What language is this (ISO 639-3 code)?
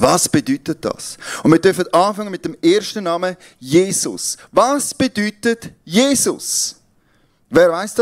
gsw